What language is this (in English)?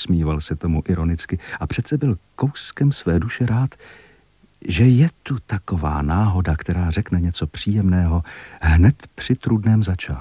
Czech